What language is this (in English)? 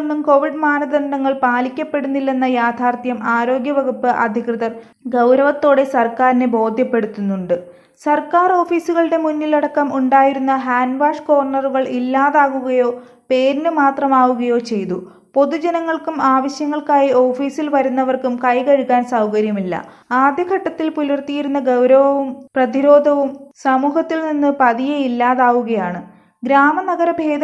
Malayalam